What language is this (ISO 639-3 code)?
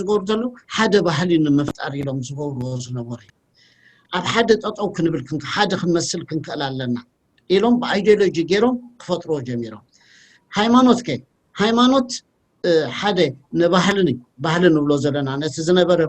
tir